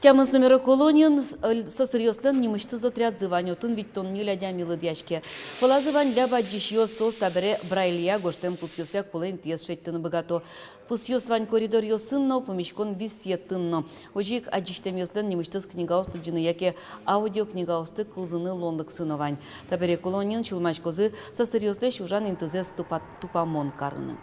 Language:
Udmurt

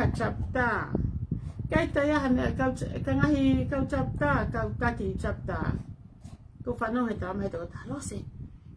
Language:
Tongan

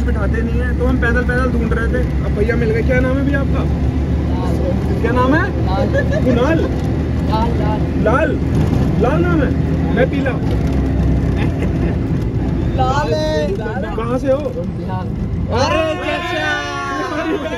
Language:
Hindi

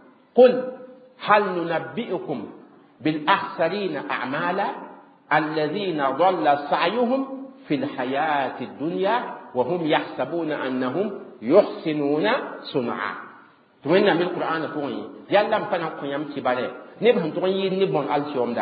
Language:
Mossi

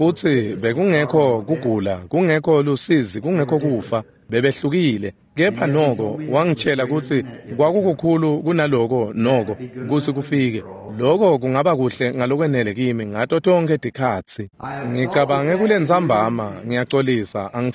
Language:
Swati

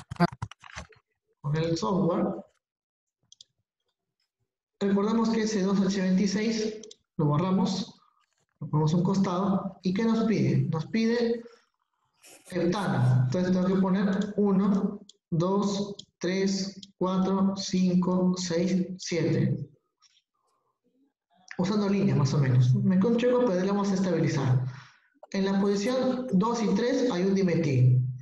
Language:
Spanish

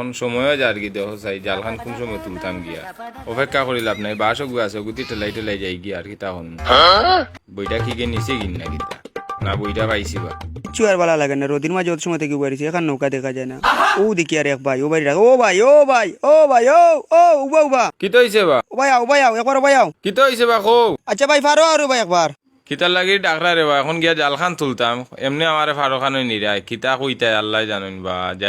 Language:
Sylheti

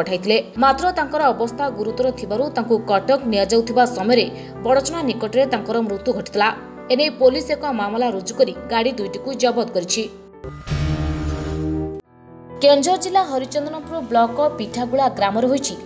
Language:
Odia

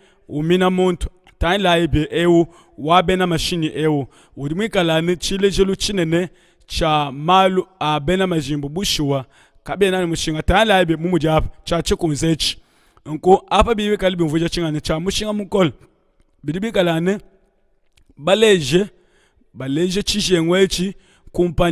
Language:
Luba-Lulua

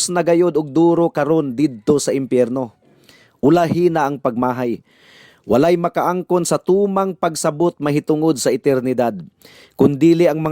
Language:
Cebuano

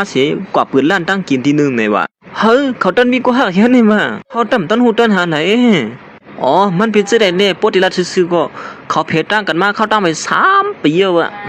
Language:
Shan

